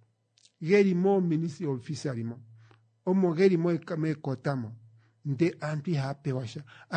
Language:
Kuanyama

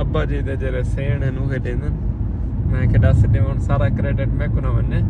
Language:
Saraiki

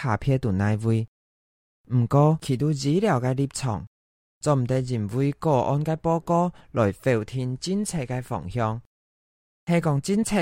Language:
Hakka Chinese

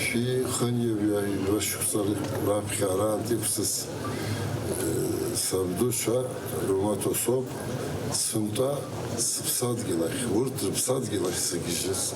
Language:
Abkhazian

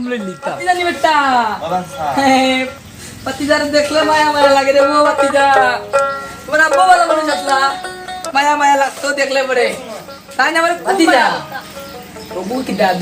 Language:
Sylheti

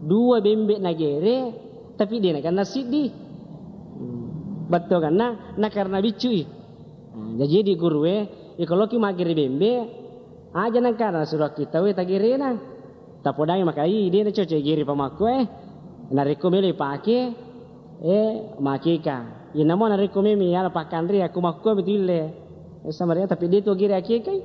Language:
Buginese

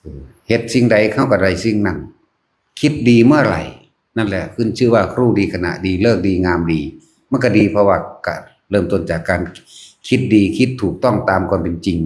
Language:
Northeastern Thai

